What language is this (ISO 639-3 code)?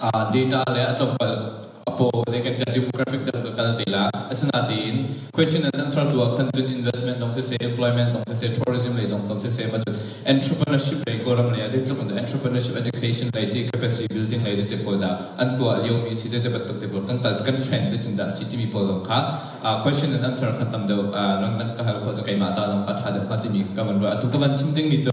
cnh